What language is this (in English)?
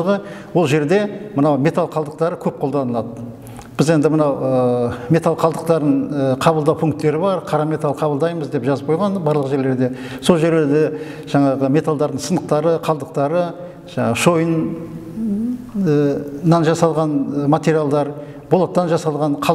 Kazakh